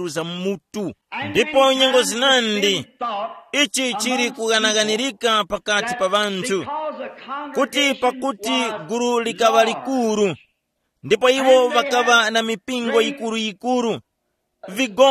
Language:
Tumbuka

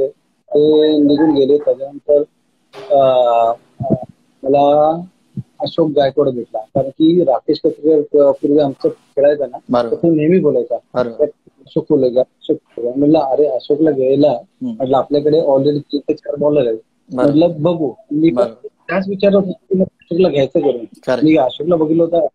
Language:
Marathi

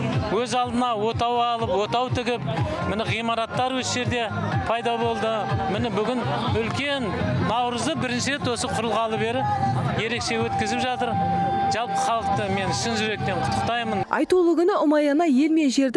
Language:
Kazakh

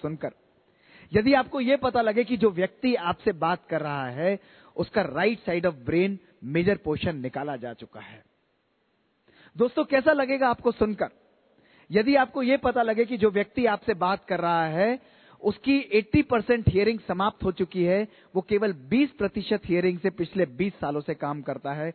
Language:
Hindi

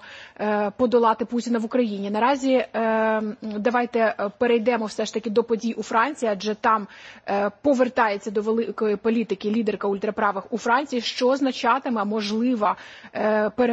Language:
Ukrainian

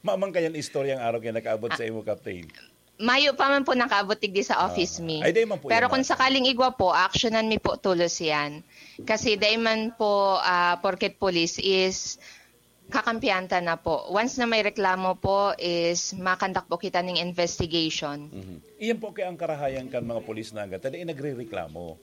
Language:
Bikol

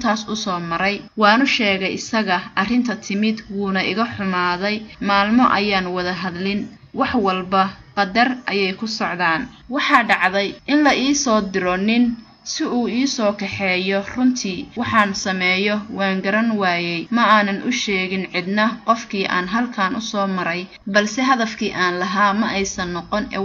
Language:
Somali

